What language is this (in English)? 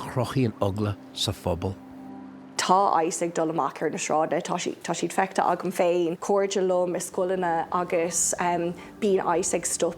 Irish